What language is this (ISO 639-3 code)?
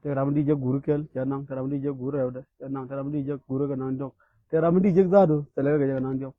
nus